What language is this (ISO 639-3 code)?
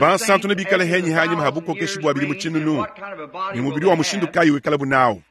lua